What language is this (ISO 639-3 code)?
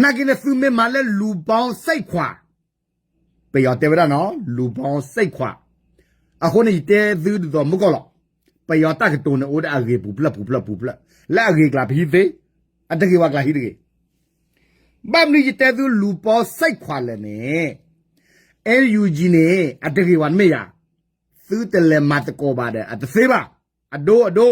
ksw